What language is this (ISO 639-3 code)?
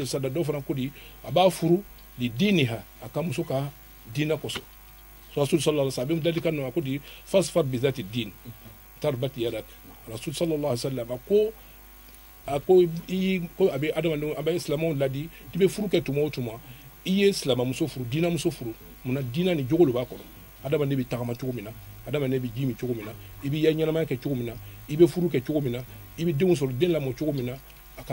bam